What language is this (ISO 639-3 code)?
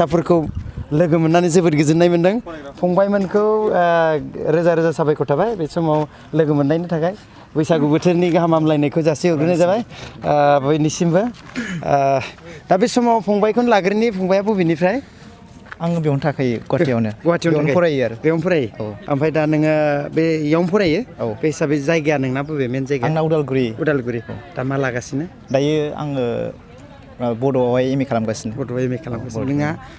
brx